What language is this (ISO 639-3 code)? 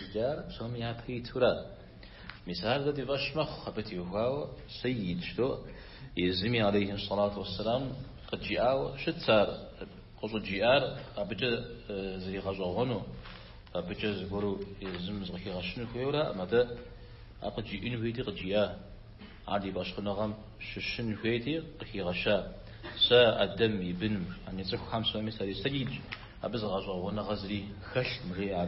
kbd